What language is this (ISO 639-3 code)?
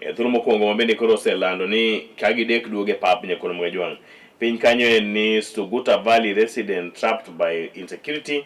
luo